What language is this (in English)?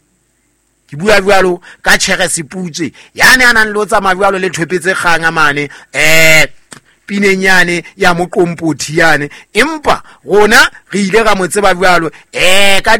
Southern Sotho